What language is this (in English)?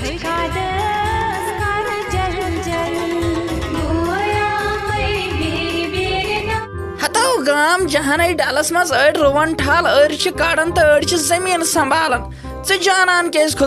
Kashmiri